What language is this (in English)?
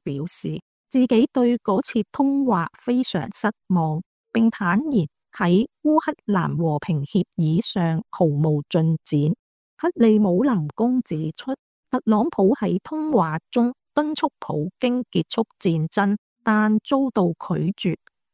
Cantonese